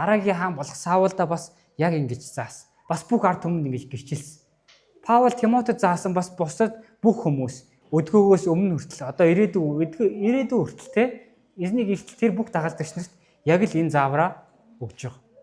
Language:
Mongolian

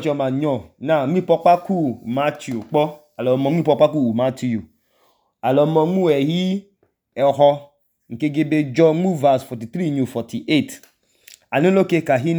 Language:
Idoma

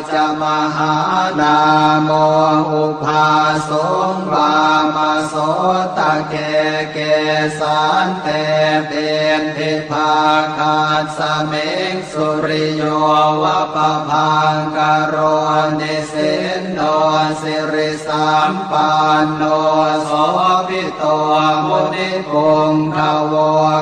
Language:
Pali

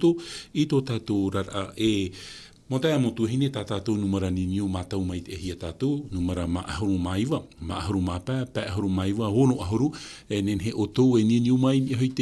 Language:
Tahitian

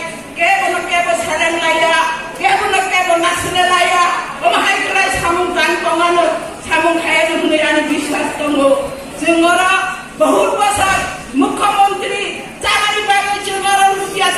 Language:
Kok Borok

